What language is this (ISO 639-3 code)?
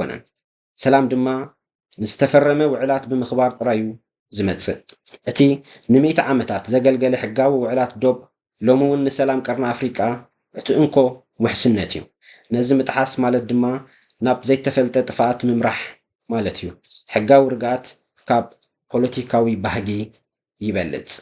tir